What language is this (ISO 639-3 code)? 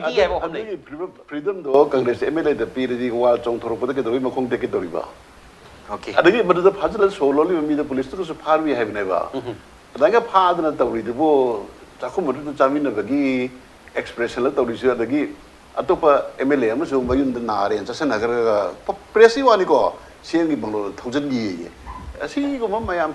mni